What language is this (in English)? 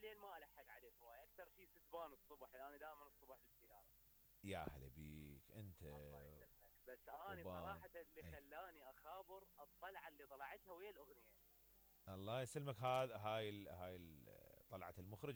Mesopotamian Arabic